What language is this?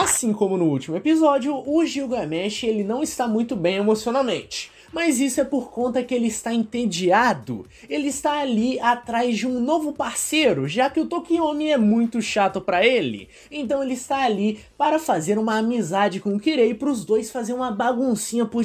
Portuguese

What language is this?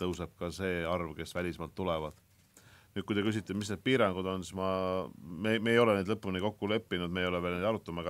Estonian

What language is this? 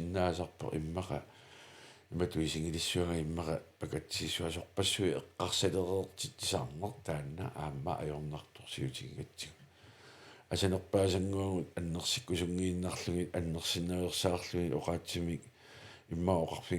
Kalaallisut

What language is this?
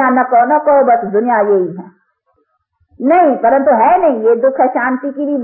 Hindi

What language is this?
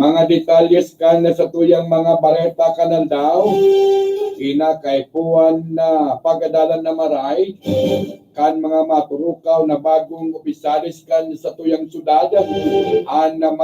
Bikol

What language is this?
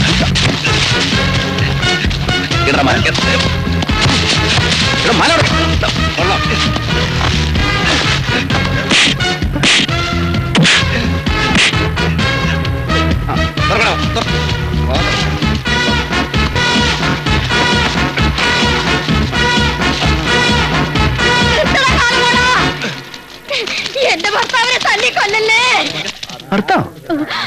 Malayalam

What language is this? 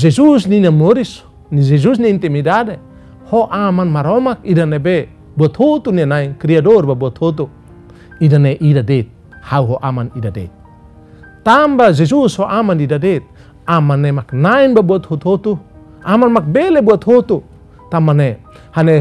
Tetum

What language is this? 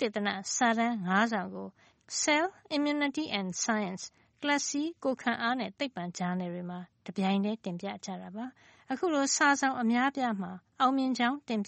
Burmese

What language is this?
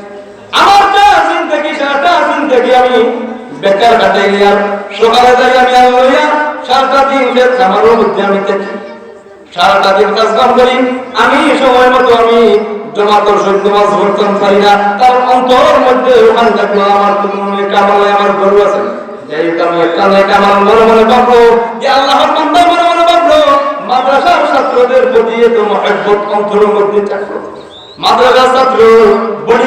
Sylheti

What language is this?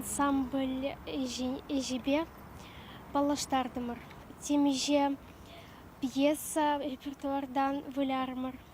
Chuvash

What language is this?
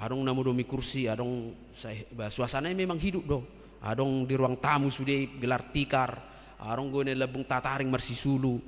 Batak Toba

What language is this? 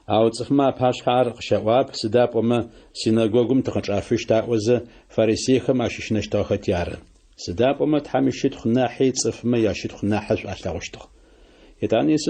Adyghe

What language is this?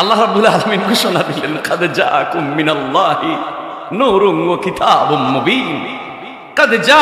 Sylheti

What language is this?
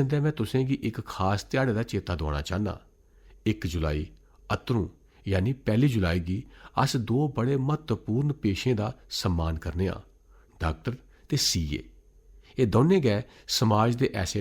Dogri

